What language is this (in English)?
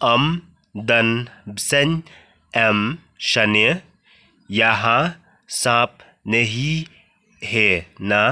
Khasi